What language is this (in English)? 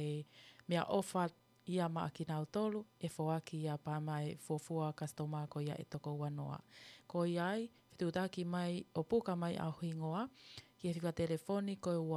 Tongan